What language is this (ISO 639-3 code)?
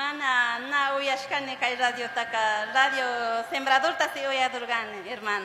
qug